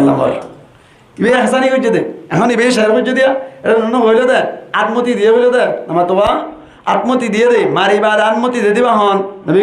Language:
Rohingya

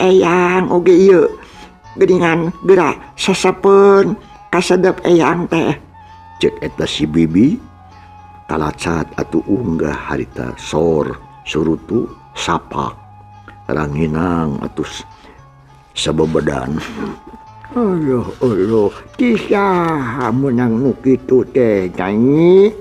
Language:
Sundanese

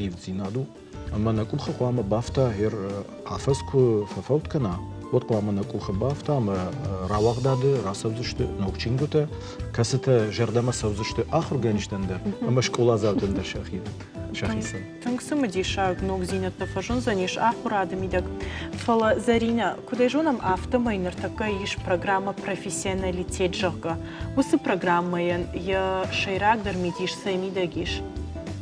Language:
Ossetic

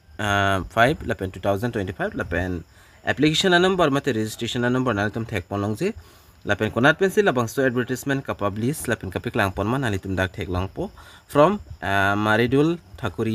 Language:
Karbi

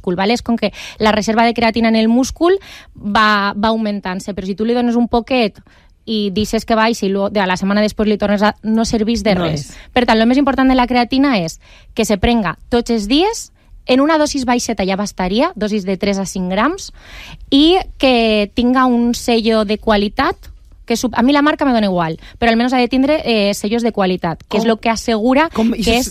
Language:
Catalan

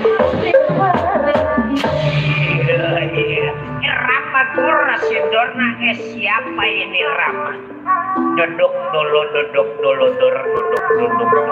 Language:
Betawi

